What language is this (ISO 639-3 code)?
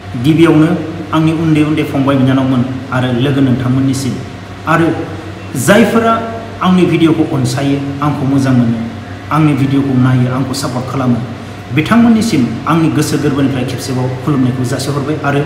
brx